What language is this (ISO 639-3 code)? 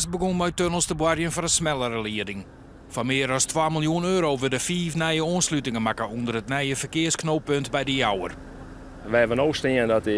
fry